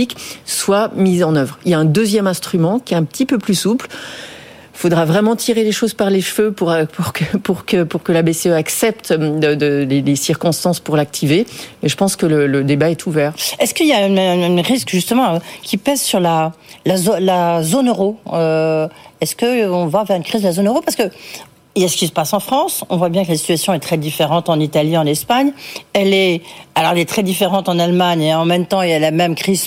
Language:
French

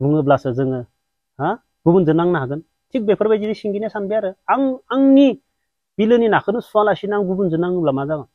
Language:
Bodo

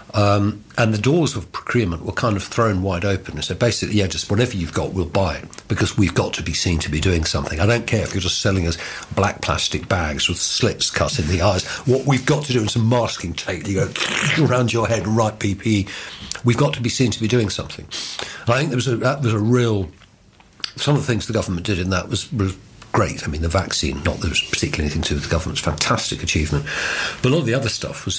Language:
English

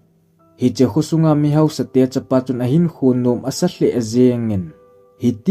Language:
Thado Chin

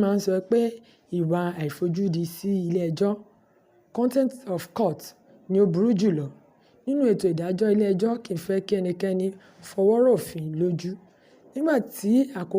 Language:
Yoruba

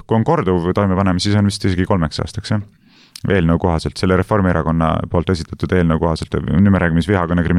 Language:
Estonian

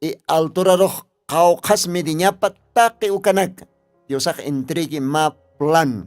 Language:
Aymara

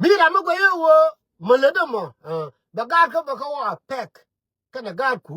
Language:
Nuer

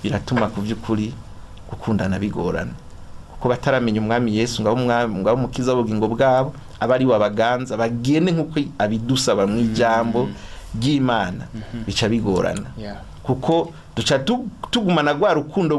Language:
Rundi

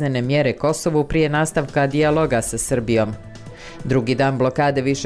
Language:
Bosnian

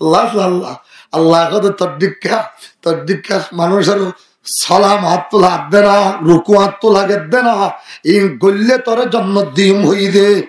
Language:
Rohingya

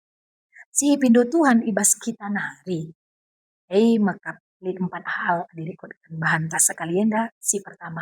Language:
Batak Karo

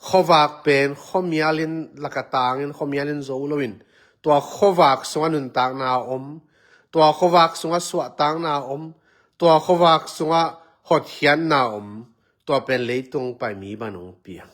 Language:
Tedim Chin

